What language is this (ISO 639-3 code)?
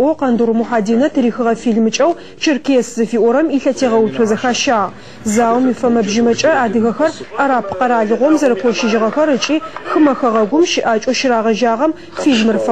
ady